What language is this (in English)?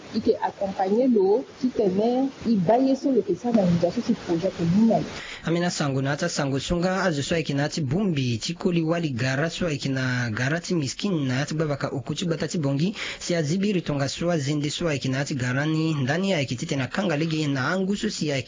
Sango